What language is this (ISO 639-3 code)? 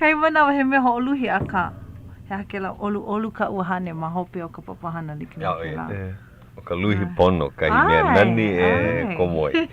haw